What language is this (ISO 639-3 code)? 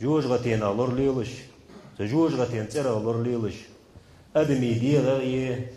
inh